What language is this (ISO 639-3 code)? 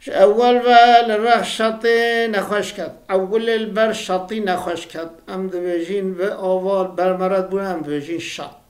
kur